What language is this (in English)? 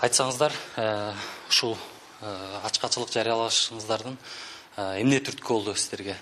Kyrgyz